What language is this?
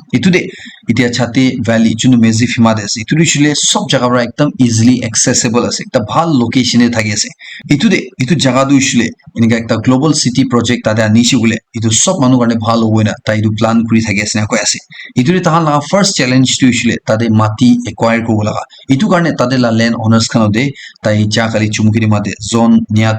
Naga Pidgin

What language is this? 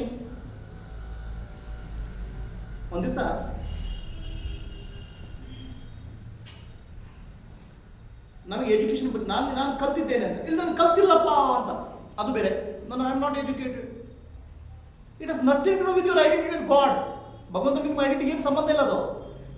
Kannada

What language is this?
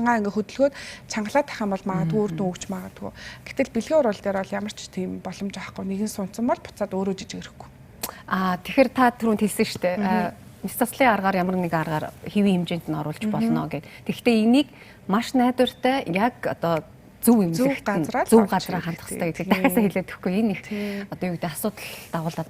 Mongolian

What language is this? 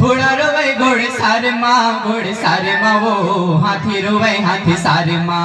Chhattisgarhi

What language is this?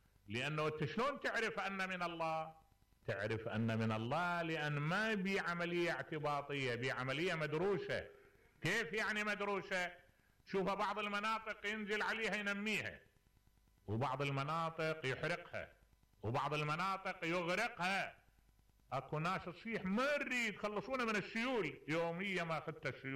Mesopotamian Arabic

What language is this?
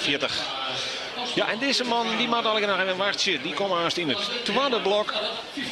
Western Frisian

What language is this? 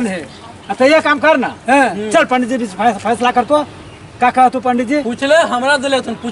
Magahi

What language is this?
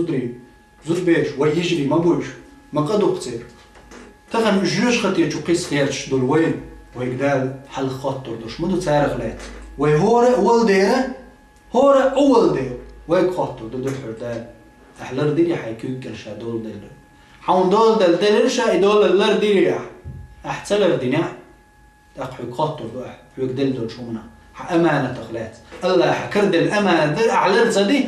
Chechen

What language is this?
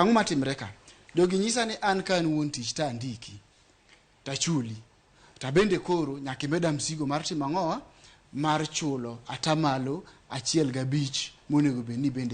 Luo (Kenya and Tanzania)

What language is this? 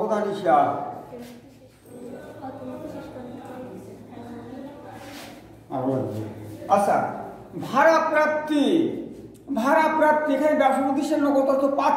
Bangla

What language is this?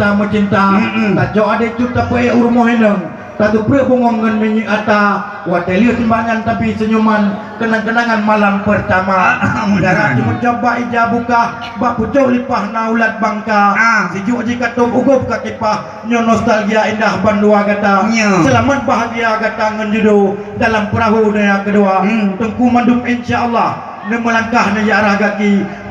Achinese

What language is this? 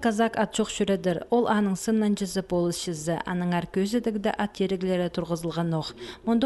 Khakas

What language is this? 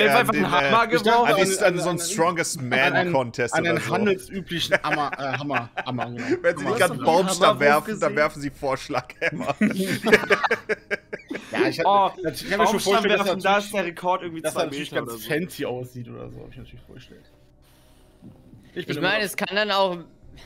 German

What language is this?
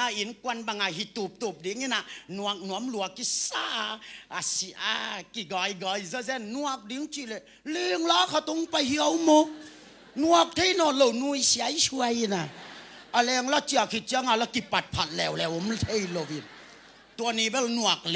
Tedim Chin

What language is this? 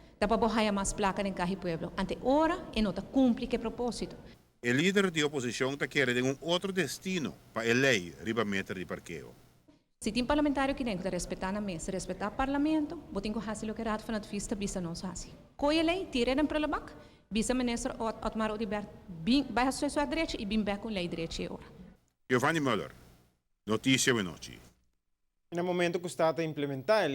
Papiamento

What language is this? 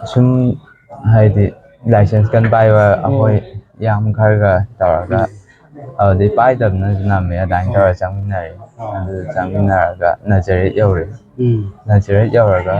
Manipuri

